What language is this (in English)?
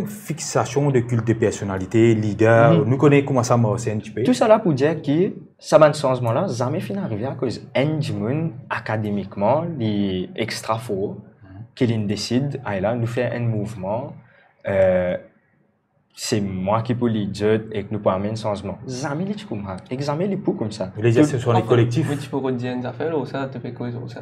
Morisyen